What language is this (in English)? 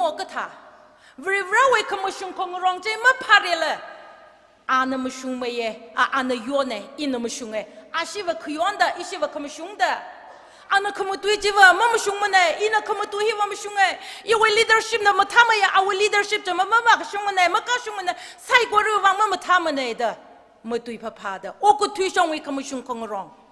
Tangkhul Naga (India)